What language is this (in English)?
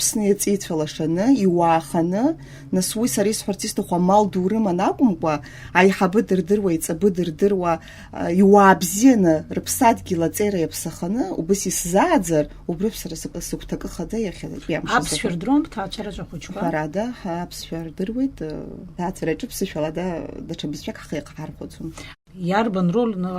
Abkhazian